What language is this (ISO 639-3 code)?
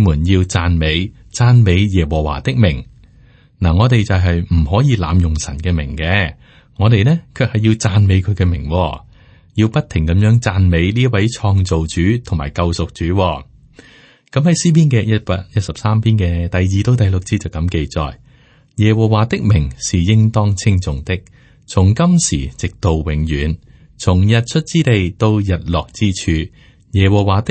yue